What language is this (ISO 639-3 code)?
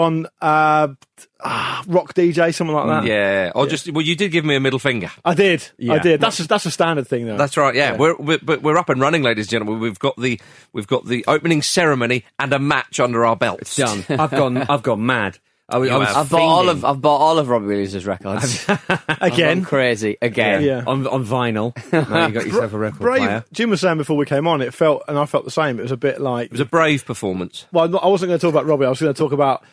eng